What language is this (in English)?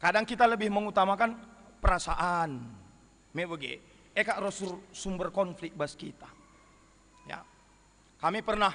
Batak Karo